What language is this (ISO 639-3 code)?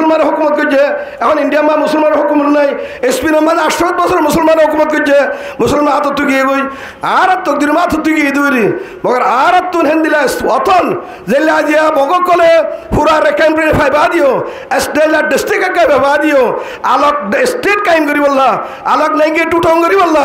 rhg